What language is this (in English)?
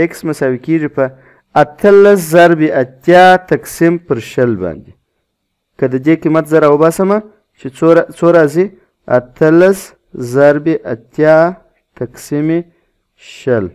Pashto